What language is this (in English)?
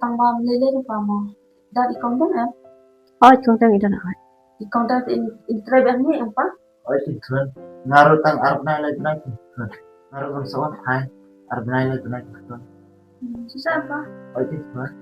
Khasi